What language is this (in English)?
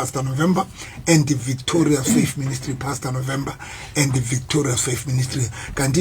Southern Sotho